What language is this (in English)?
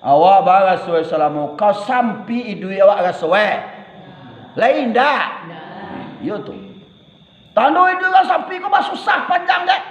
Minangkabau